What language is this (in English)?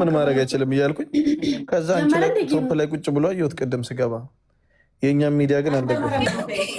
Amharic